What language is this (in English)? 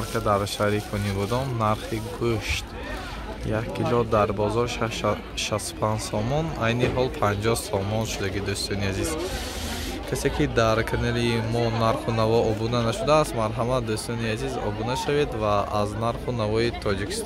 Tajik